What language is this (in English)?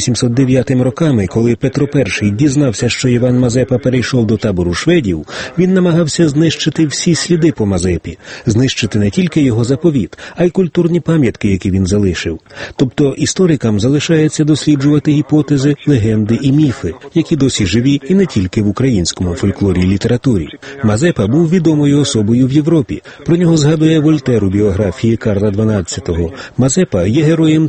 Ukrainian